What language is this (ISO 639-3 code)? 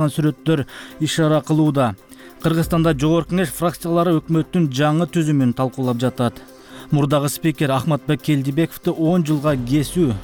kir